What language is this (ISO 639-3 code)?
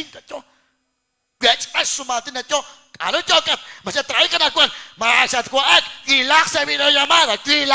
kek